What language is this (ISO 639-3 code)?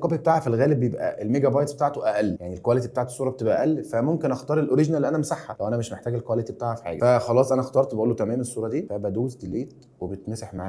arz